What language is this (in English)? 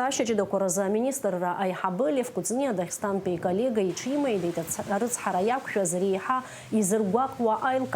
Abkhazian